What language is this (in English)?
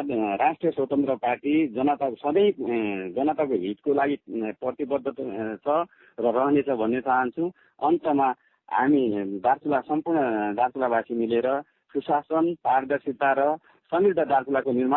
Nepali